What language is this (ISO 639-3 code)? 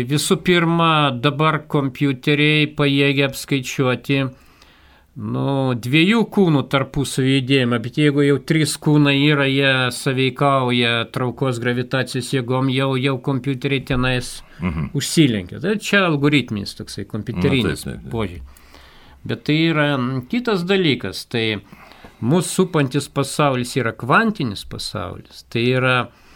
lit